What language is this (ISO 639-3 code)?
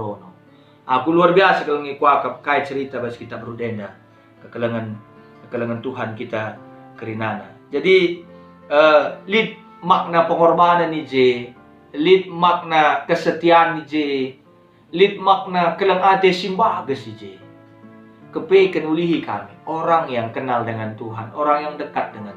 btx